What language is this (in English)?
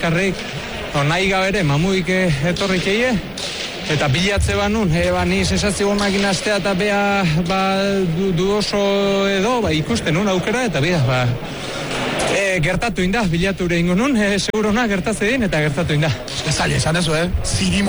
Basque